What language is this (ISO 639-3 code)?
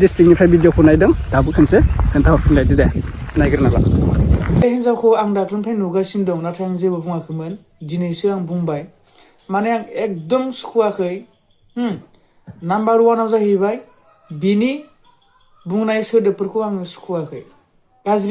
brx